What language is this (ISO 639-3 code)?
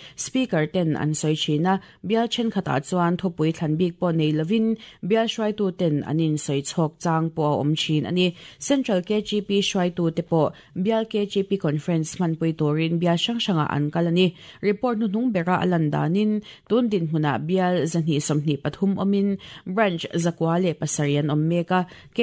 lus